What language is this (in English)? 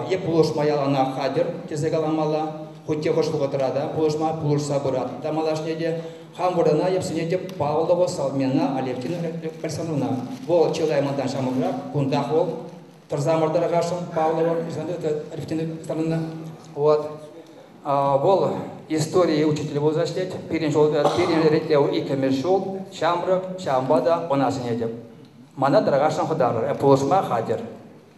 Chuvash